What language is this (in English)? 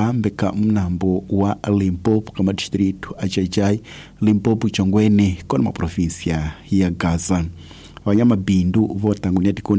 Tsonga